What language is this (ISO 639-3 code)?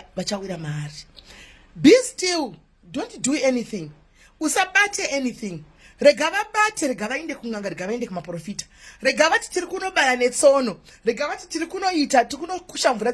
sna